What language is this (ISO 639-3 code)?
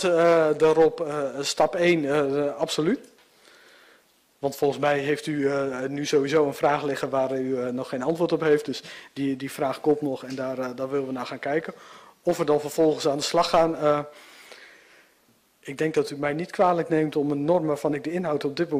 nld